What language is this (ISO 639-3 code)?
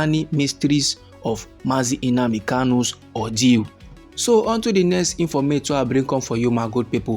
pcm